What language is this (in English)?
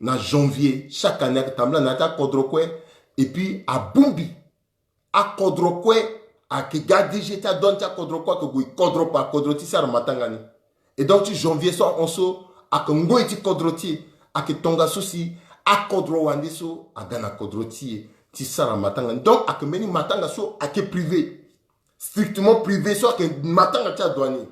Sango